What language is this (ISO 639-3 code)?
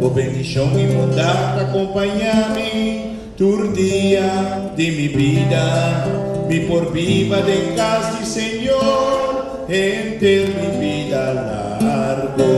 pap